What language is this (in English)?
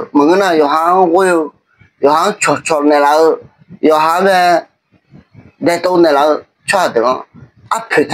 Akha